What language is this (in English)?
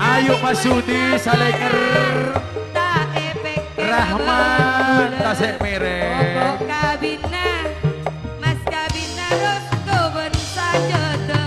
Madurese